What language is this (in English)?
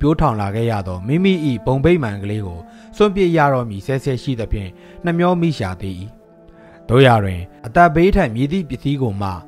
Burmese